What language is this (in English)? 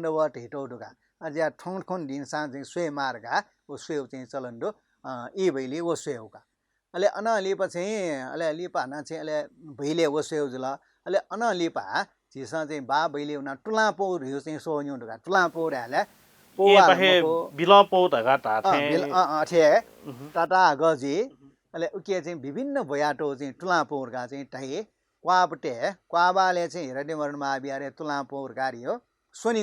Newari